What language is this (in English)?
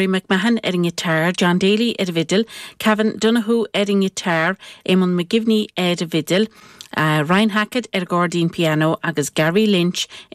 Irish